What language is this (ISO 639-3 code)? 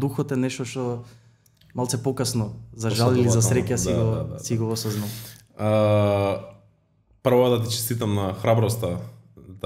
mkd